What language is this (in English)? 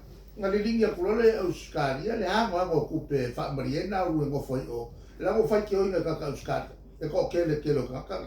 Samoan